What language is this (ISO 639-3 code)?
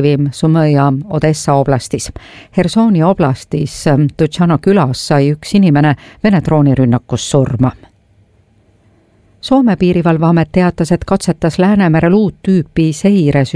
est